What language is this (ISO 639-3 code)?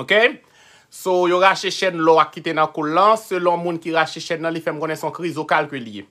hat